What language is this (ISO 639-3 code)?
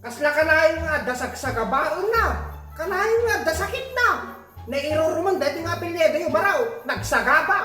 ilo